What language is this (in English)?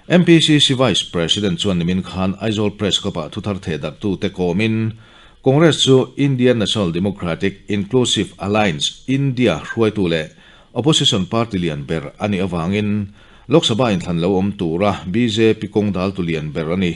Mizo